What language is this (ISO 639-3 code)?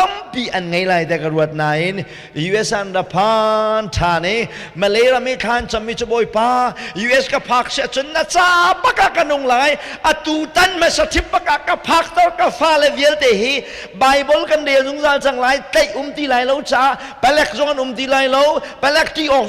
cnh